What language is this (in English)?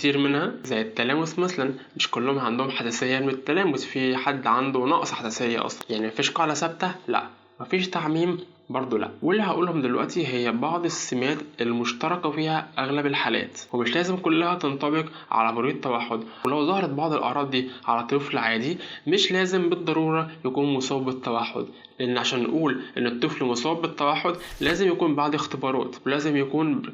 Egyptian Arabic